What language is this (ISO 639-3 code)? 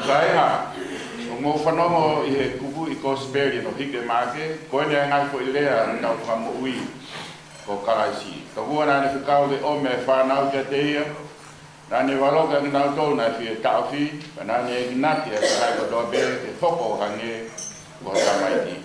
ton